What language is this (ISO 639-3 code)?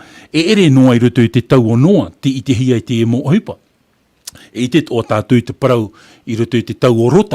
tah